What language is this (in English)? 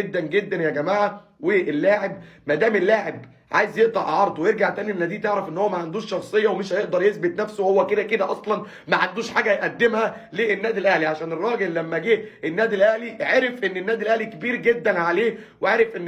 Egyptian Arabic